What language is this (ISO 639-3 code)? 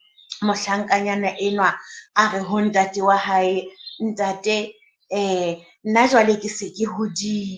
sot